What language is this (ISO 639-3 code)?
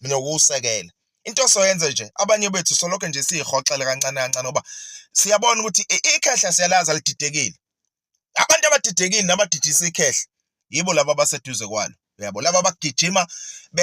zul